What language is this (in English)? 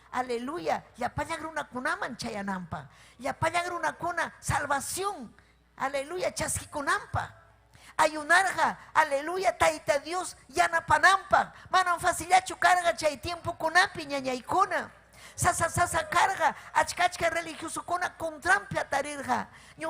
Ayacucho Quechua